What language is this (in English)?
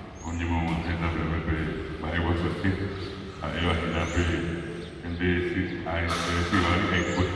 Guarani